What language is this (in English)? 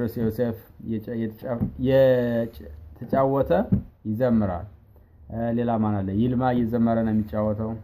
Amharic